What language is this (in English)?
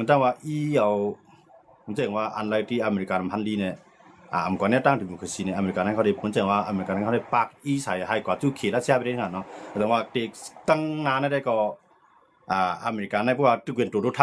Shan